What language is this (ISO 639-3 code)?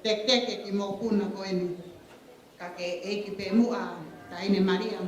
ton